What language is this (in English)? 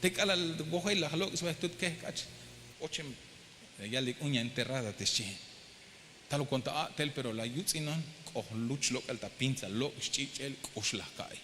Tzeltal